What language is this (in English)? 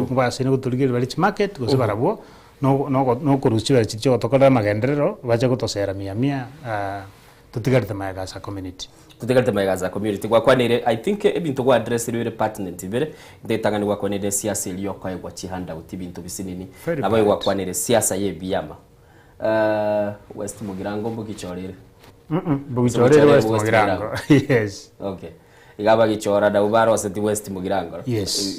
Gusii